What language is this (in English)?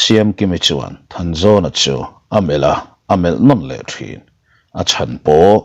Mizo